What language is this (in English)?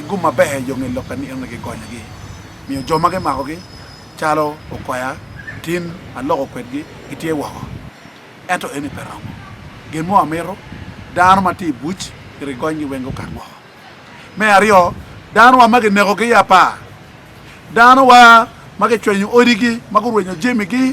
Acoli